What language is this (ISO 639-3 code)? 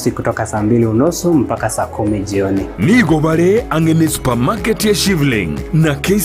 guz